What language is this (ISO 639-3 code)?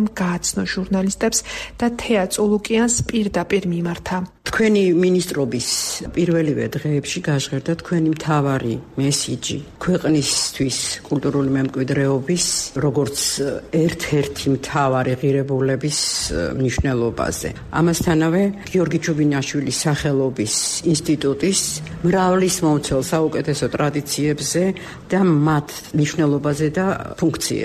kat